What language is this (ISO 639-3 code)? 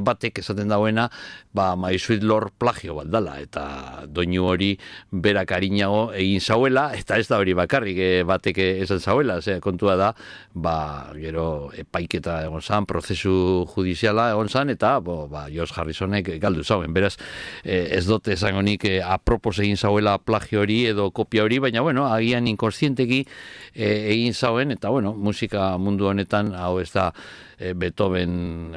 eus